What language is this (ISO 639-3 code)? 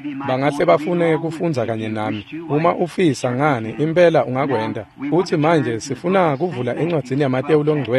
ssw